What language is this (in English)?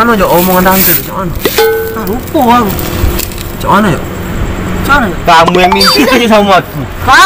Musi